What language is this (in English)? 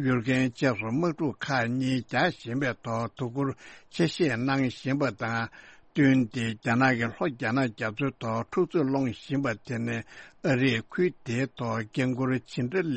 Tibetan